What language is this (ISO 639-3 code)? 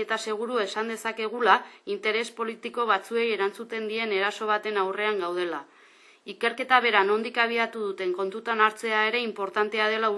eus